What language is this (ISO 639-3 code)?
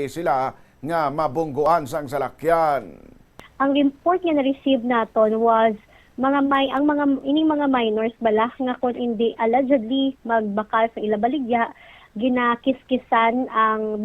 hil